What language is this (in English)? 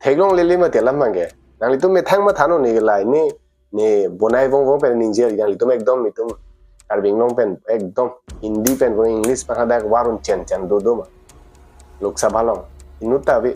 Karbi